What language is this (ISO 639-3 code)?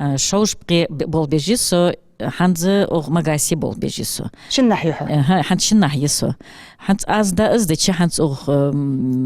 inh